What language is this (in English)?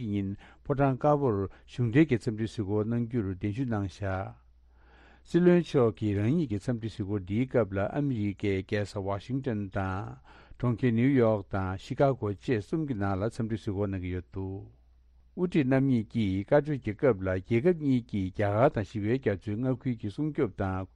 Tibetan